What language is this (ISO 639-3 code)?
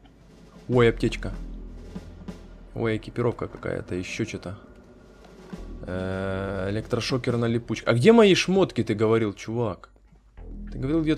rus